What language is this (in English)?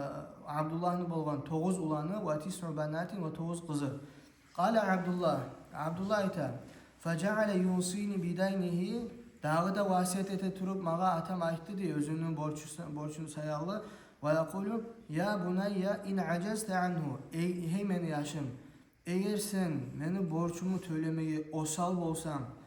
Kumyk